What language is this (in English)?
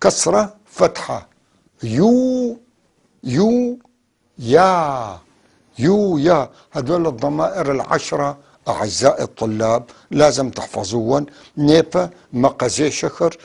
North Levantine Arabic